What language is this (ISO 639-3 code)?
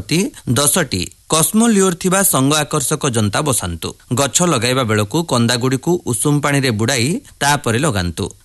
ori